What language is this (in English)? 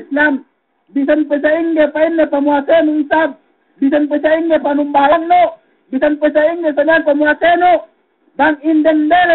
Yakan